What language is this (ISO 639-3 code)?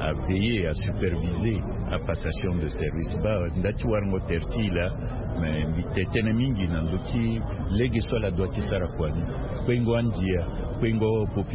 sag